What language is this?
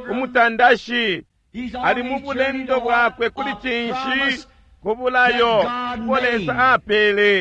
Bemba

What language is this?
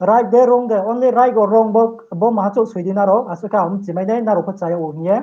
Riang (India)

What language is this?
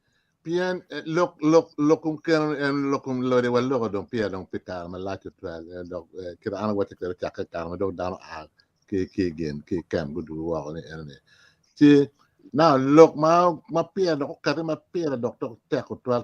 Acoli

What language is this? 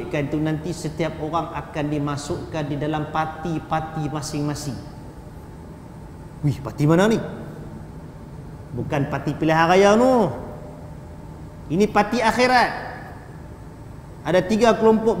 Malay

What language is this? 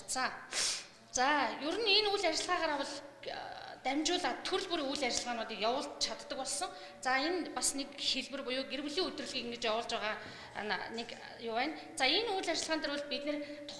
Mongolian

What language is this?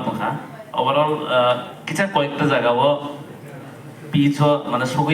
Kok Borok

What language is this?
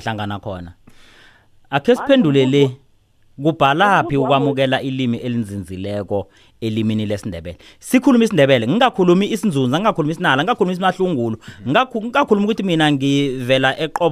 South Ndebele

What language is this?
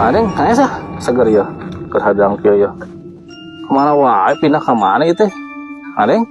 Sundanese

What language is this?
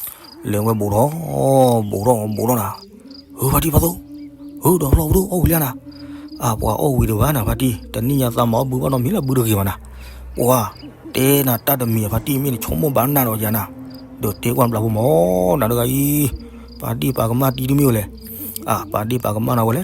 S'gaw Karen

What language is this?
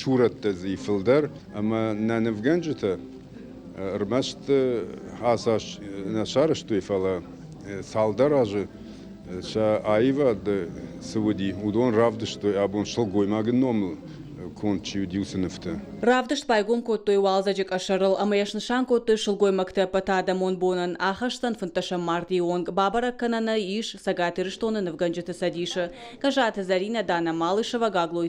Ossetic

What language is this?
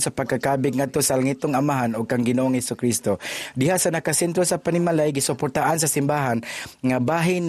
Cebuano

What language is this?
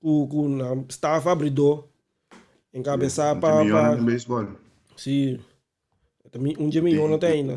Papiamento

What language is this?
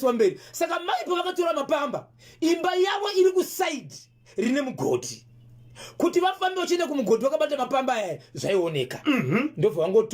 Shona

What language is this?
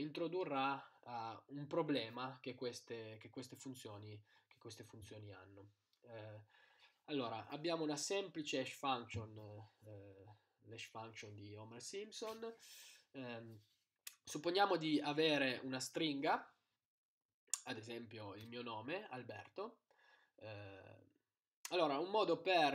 Italian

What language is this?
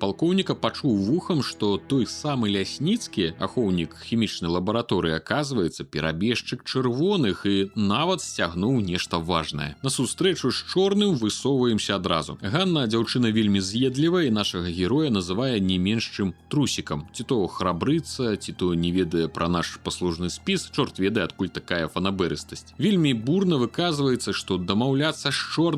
Belarusian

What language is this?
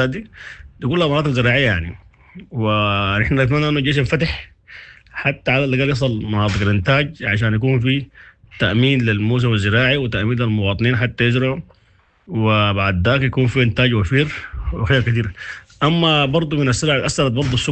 Sudanese Arabic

